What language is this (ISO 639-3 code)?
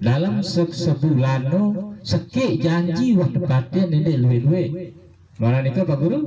sas